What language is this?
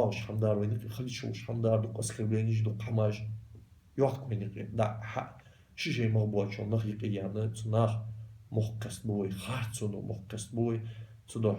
Ingush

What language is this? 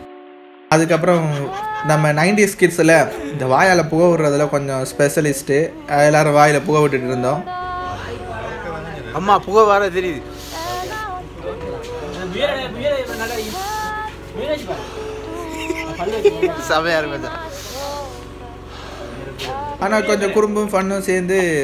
Tamil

